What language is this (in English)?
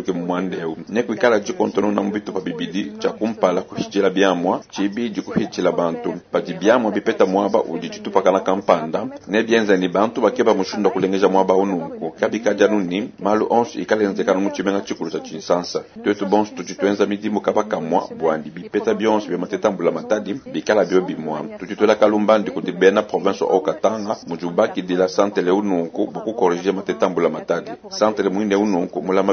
Luba-Lulua